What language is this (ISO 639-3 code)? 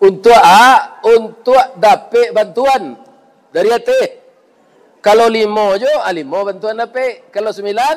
min